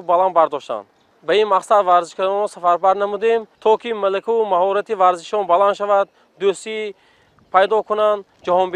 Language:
Tajik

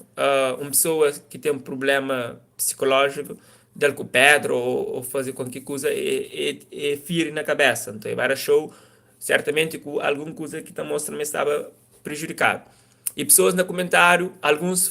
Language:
Kabuverdianu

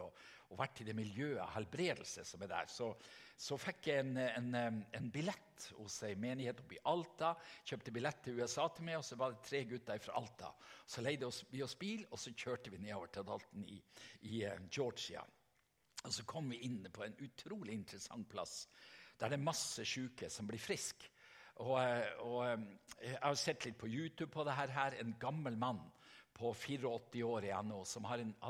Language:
Norwegian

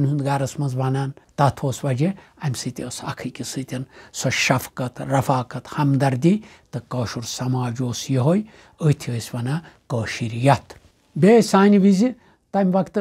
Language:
Kashmiri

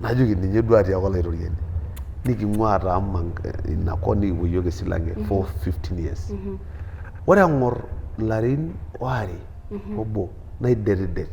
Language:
Masai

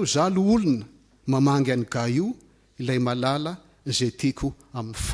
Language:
Malagasy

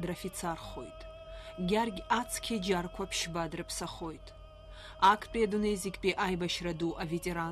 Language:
Abkhazian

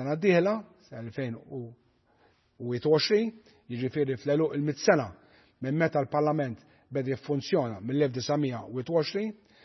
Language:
Maltese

